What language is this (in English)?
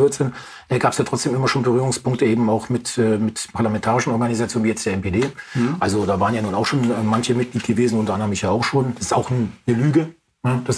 German